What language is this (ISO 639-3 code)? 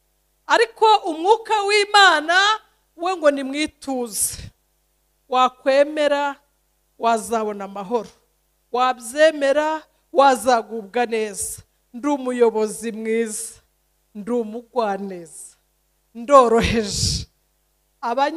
kin